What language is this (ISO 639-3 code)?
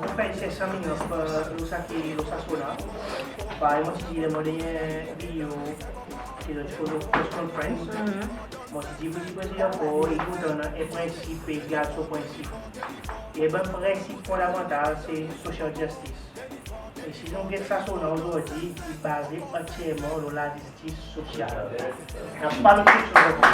crs